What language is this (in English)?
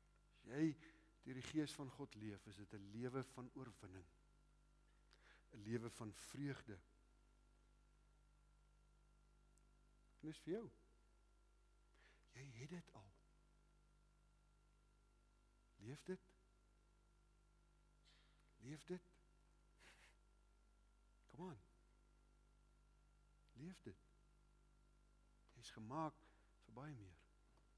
Afrikaans